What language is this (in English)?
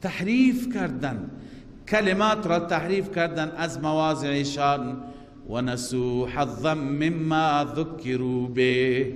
Persian